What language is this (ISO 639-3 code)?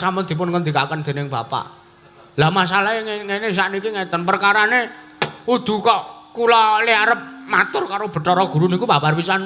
jav